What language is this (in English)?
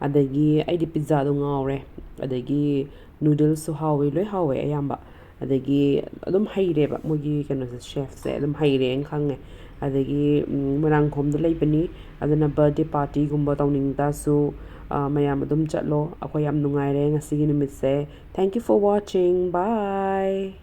Manipuri